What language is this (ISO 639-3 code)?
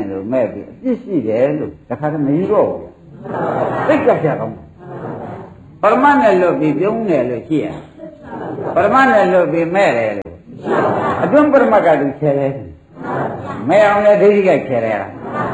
mya